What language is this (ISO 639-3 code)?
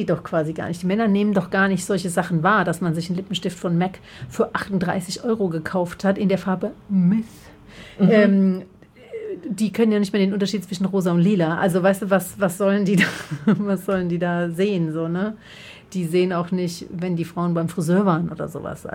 deu